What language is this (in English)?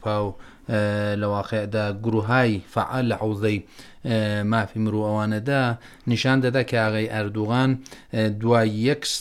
Central Kurdish